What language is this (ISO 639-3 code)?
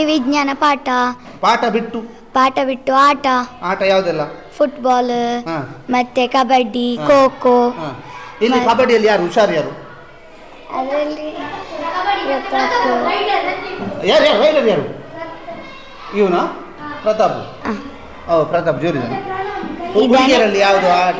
kan